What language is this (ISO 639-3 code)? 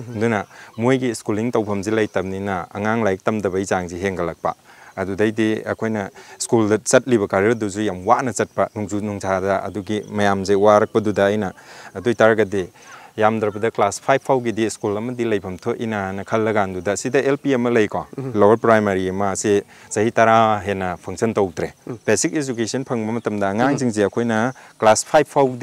mni